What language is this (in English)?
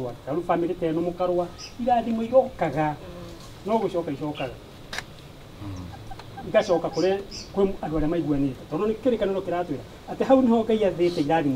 Kikuyu